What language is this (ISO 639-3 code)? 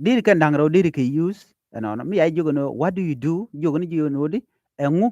nus